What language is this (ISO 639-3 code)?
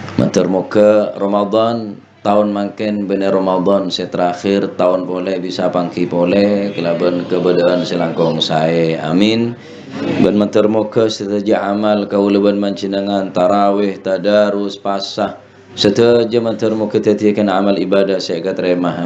mad